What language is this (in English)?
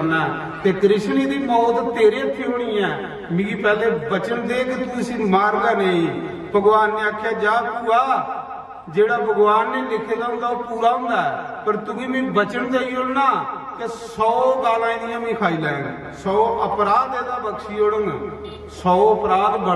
Dogri